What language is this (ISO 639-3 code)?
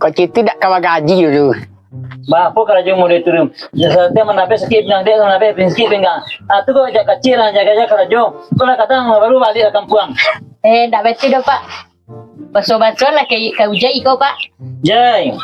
min